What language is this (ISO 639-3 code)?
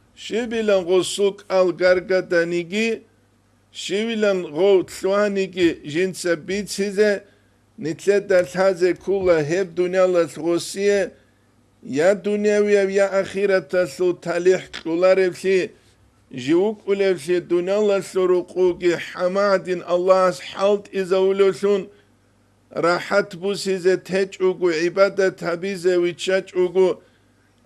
ava